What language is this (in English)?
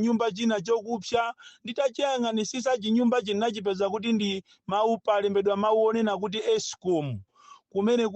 Nyanja